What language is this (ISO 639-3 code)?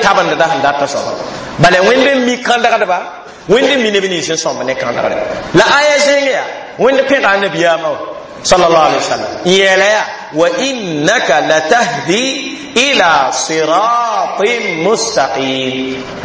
mos